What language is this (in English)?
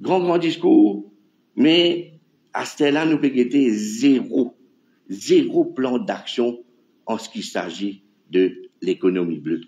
Morisyen